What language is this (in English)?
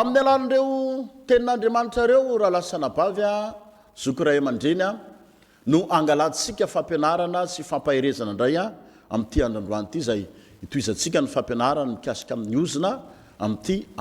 Malagasy